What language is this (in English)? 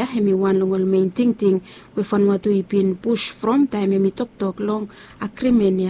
Bislama